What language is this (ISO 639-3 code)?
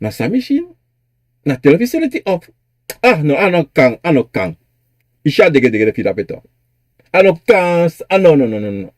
srn